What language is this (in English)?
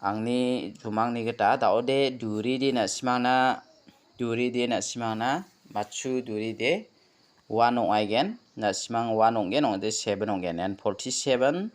Garo